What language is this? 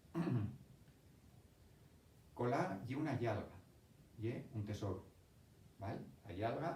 Asturian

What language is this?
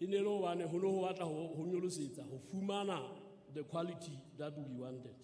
Southern Sotho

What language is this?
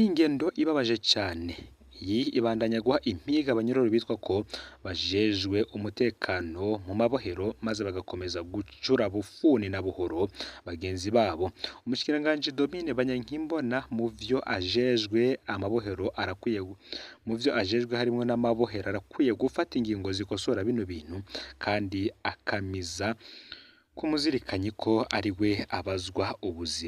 Rundi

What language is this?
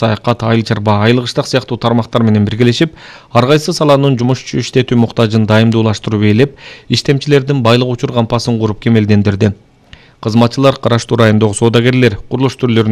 Kyrgyz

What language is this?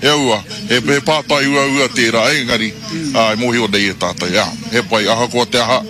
Māori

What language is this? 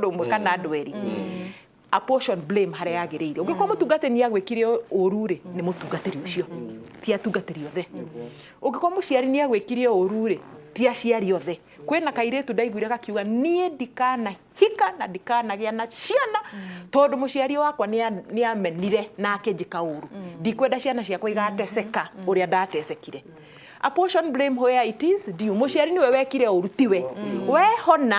Kikuyu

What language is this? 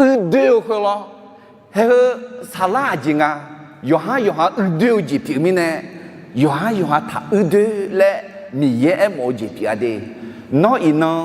Akha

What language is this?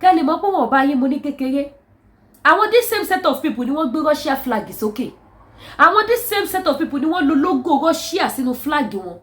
Yoruba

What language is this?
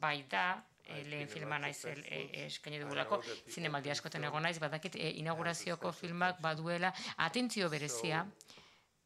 Basque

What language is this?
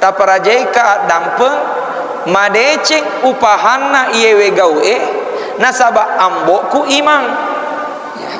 Buginese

